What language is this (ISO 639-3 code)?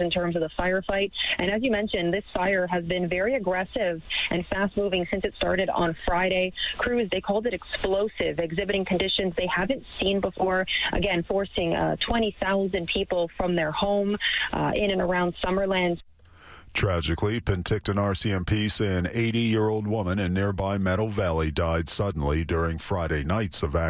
eng